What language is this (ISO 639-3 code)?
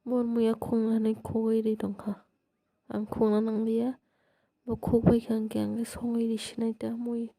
trp